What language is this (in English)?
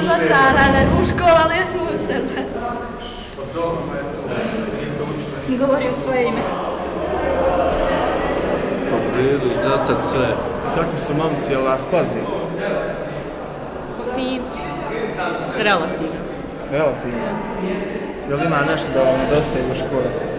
Bosnian